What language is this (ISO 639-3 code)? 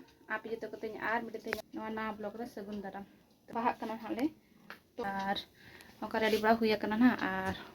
sat